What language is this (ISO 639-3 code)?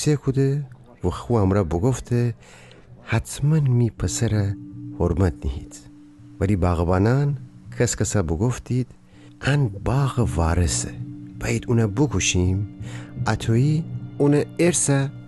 glk